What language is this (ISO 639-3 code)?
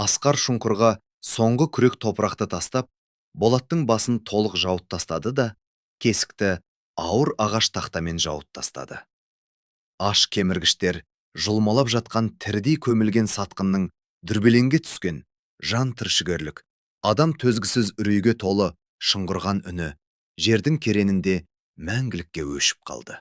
kaz